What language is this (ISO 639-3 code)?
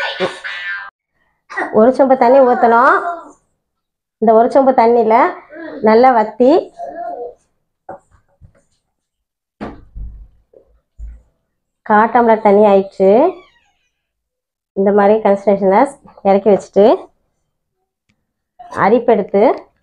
tam